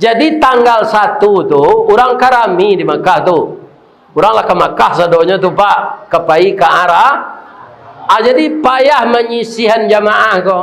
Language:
Minangkabau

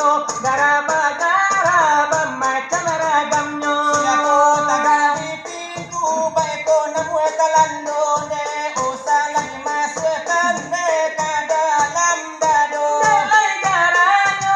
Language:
Minangkabau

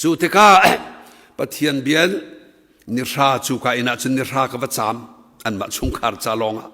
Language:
Hakha Chin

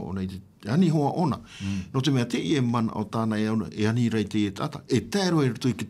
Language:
Tahitian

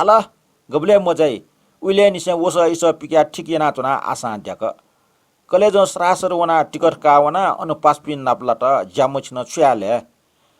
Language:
Newari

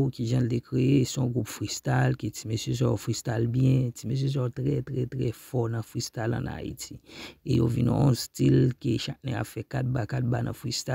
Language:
Haitian Creole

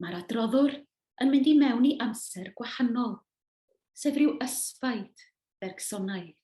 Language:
Welsh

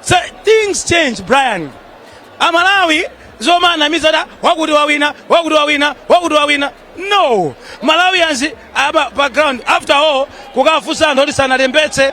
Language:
Nyanja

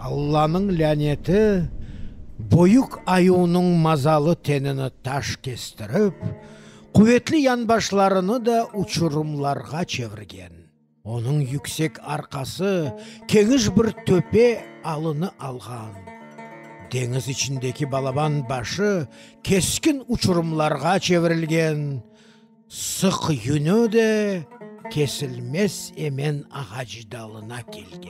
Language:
Crimean Tatar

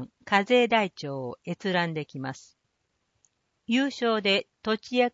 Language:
Japanese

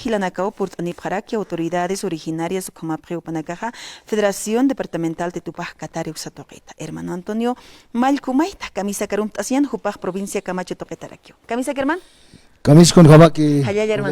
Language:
Aymara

